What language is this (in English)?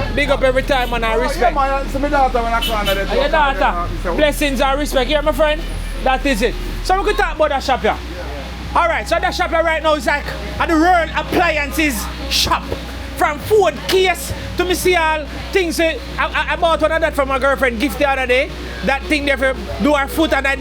Jamaican Creole English